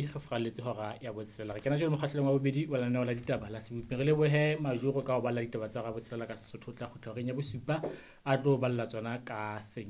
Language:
Southern Sotho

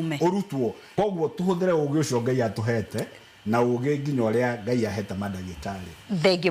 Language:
Kikuyu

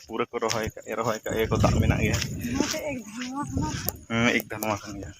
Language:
Santali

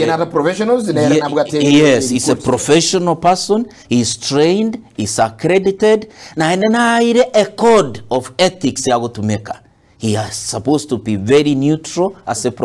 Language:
Gusii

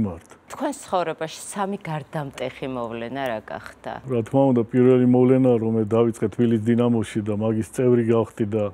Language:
Georgian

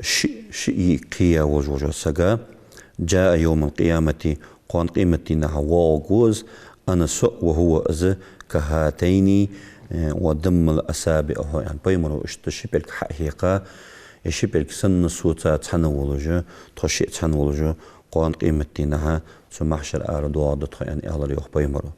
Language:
Ingush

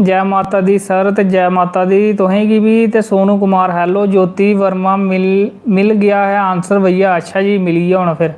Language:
Dogri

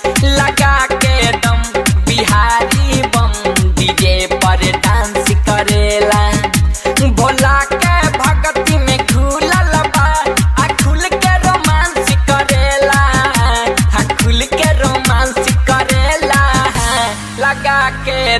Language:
Bhojpuri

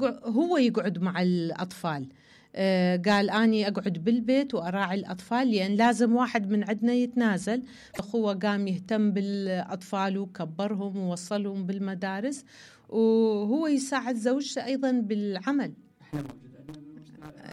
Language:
Mesopotamian Arabic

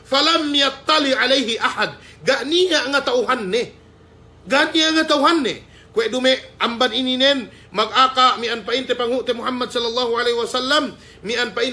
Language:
Yakan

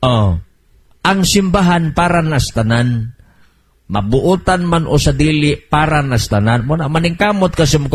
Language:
Cebuano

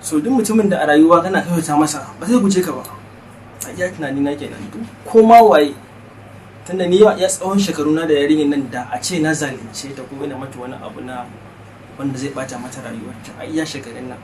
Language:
Hausa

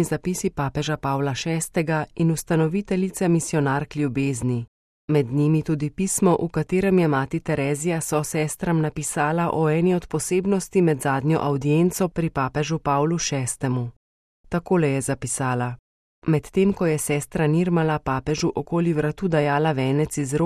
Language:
Slovenian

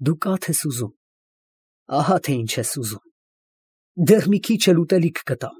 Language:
Armenian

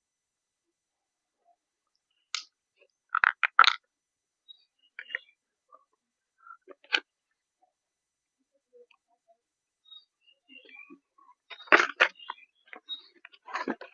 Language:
Northeastern Thai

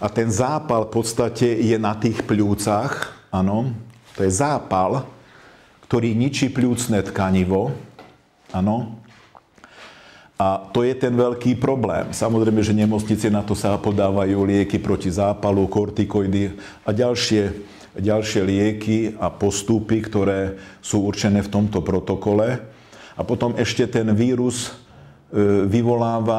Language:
Slovak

